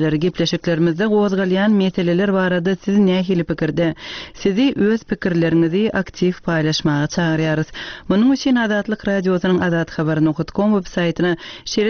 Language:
Turkmen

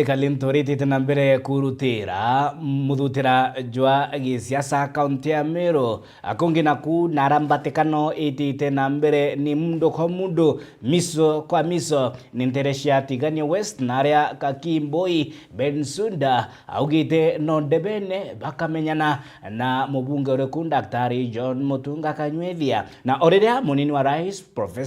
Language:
Meru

